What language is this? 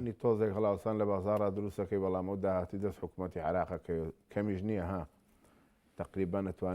Central Kurdish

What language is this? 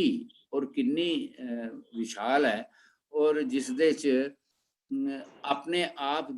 Dogri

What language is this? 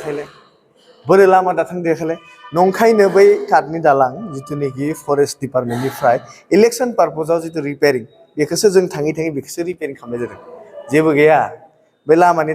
Bodo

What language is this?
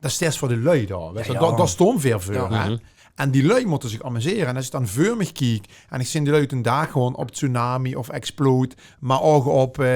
Limburgish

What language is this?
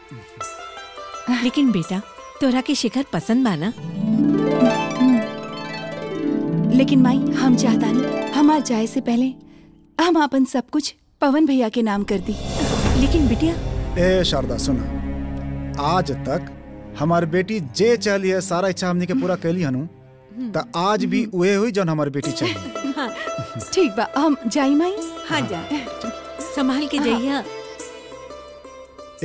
Bhojpuri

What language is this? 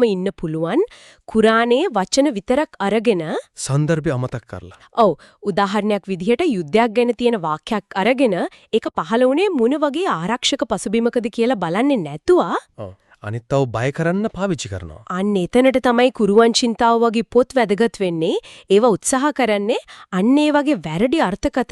Sinhala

